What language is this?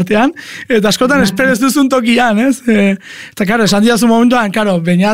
Basque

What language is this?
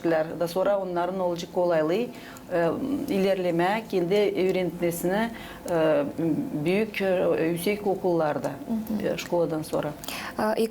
Gagauz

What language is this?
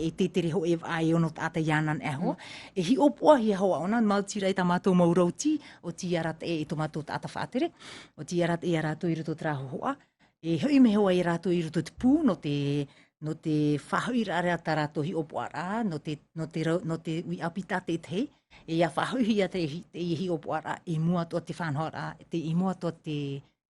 Tahitian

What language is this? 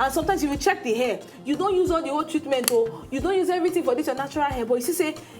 Nigerian Pidgin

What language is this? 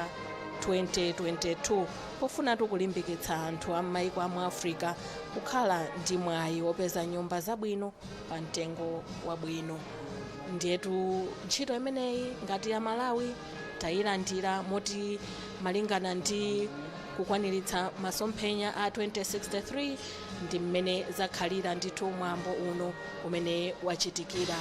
Nyanja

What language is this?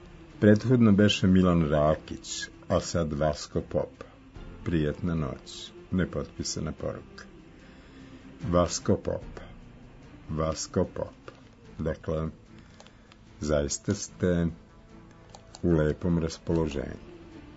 Serbian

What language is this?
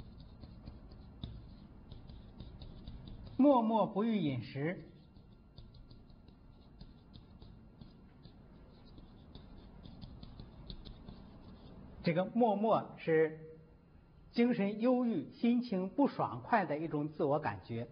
Chinese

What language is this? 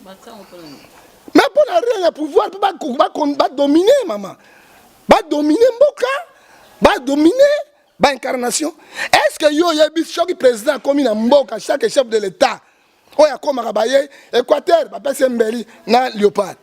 Lingala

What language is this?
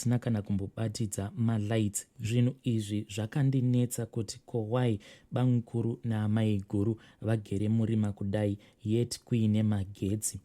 Shona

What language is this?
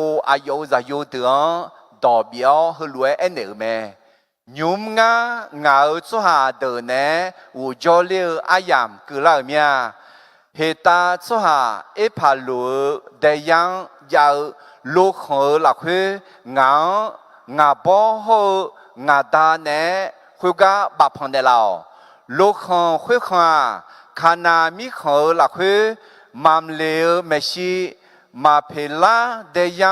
Akha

